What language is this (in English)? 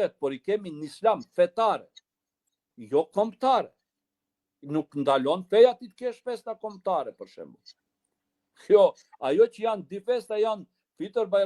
Albanian